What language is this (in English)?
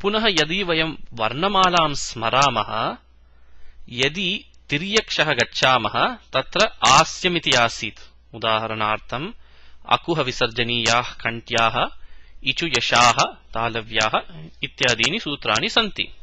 Sanskrit